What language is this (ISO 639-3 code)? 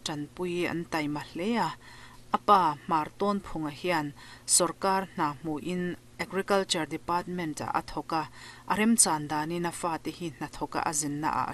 lus